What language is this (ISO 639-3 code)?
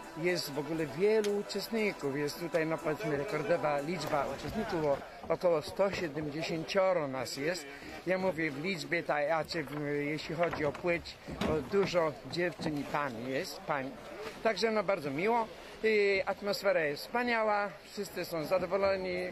pol